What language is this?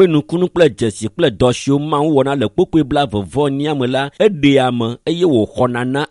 Ewe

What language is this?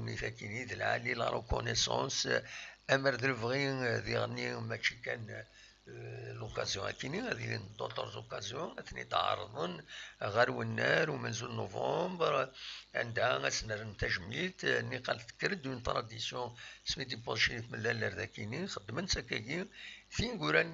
Kabyle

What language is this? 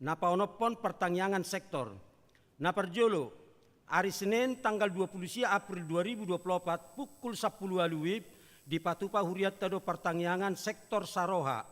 Batak Toba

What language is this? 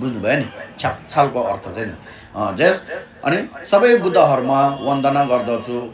Nepali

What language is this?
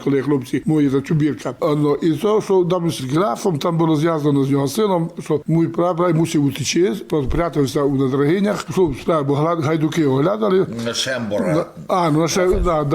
Rusyn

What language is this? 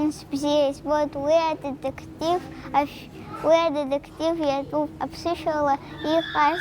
Abkhazian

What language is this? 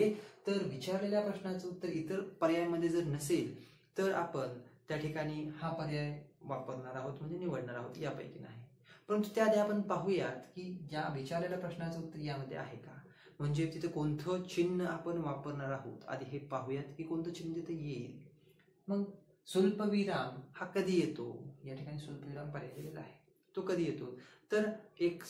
Marathi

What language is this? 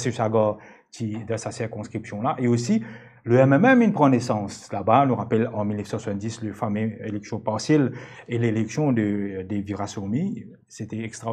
Morisyen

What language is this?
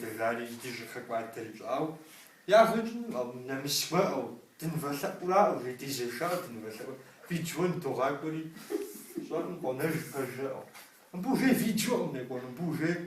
Kabardian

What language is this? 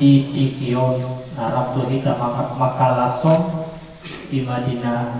Batak Toba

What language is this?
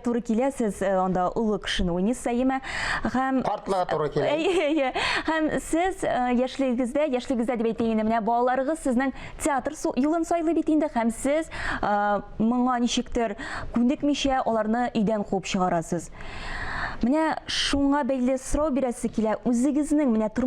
Tatar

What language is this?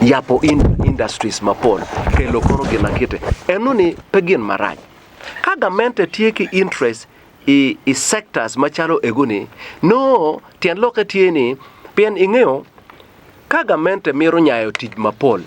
Acoli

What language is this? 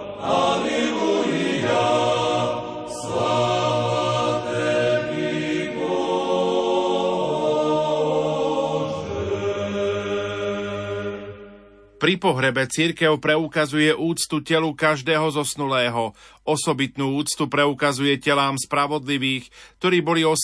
Slovak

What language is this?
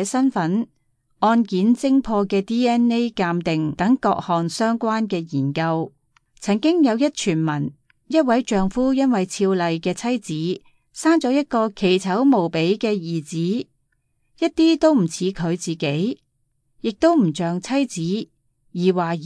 Cantonese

